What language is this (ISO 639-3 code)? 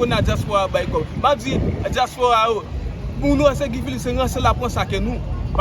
hat